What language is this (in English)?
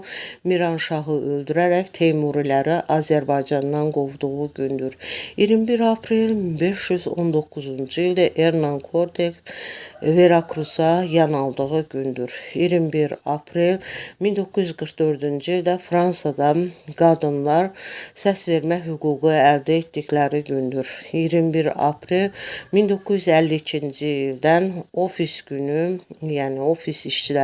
Azerbaijani